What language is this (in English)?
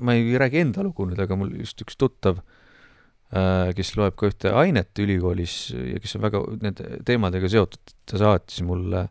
Estonian